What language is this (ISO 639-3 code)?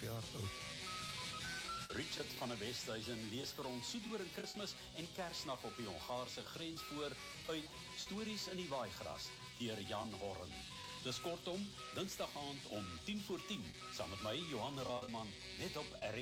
afr